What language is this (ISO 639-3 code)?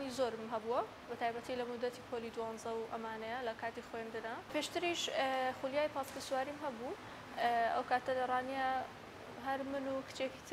ckb